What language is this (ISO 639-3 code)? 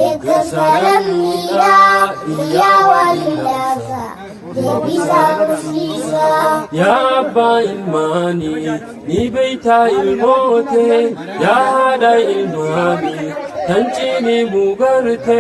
orm